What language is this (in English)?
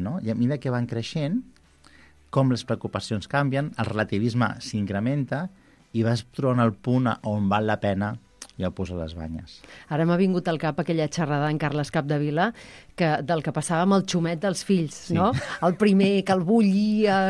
Catalan